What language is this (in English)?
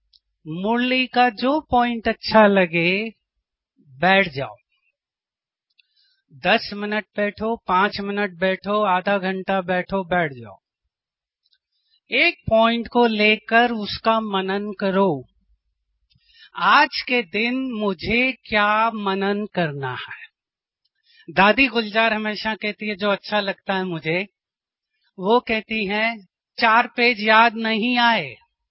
Hindi